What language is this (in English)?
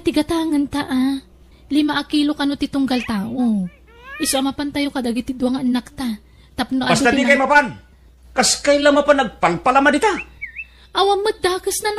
Iloko